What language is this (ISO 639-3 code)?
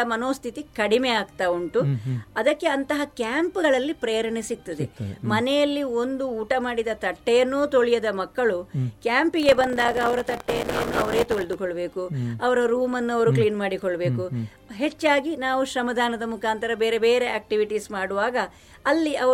kan